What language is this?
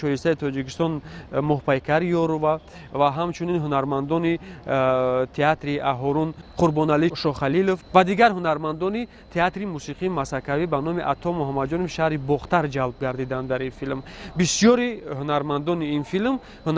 Tajik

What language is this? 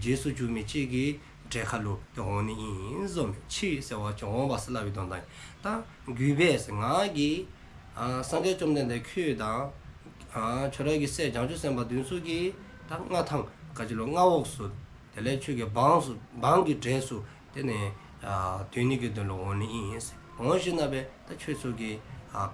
Dzongkha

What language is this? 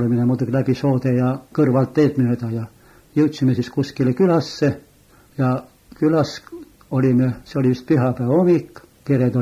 Estonian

